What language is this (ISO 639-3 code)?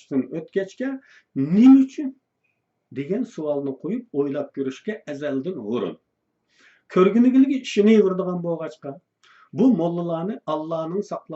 uig